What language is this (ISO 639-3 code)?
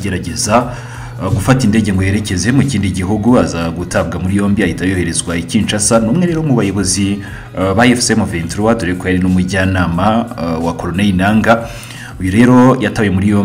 kin